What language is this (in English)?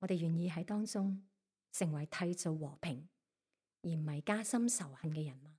Cantonese